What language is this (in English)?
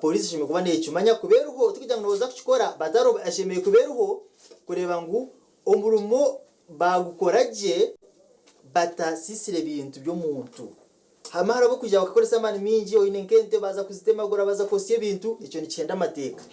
Nyankole